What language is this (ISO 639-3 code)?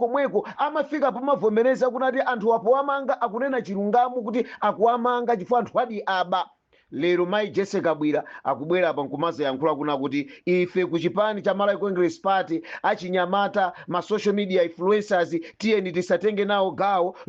nya